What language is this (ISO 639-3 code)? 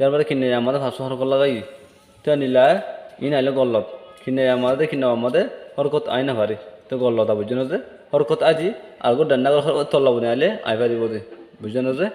rhg